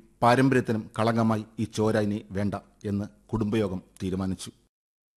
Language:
Malayalam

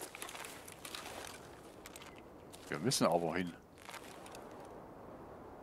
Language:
German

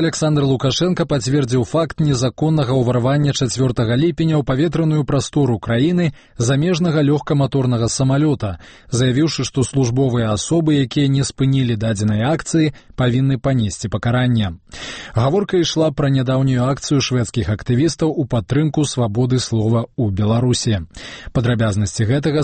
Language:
Belarusian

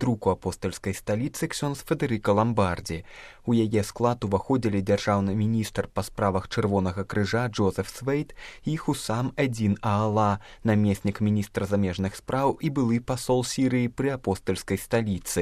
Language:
Belarusian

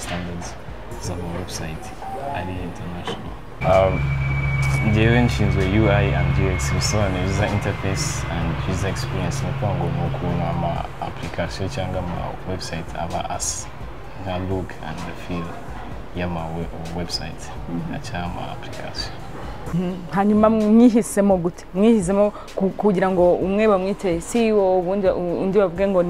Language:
Kinyarwanda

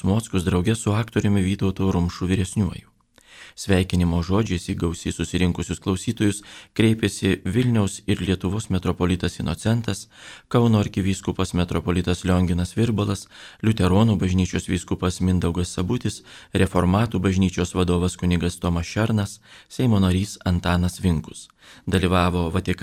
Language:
Lithuanian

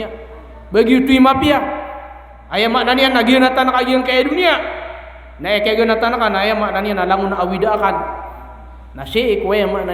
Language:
Maranao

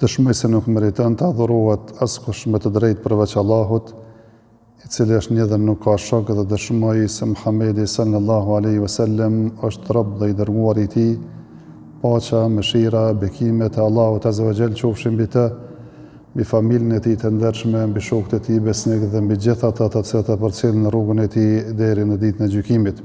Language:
Albanian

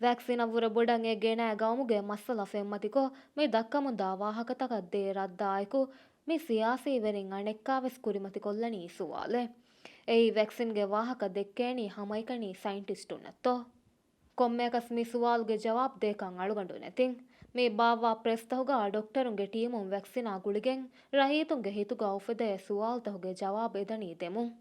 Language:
Divehi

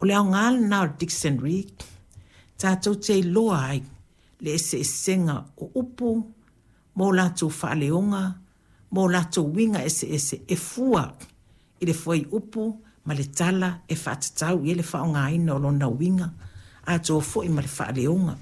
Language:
Samoan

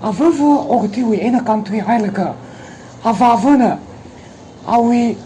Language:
Tangkhul Naga (India)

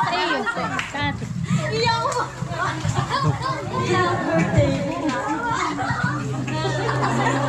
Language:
Filipino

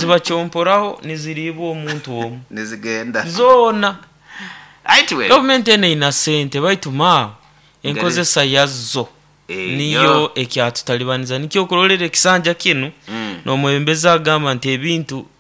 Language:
Nyoro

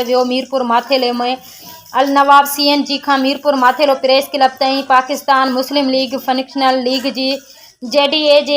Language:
Sindhi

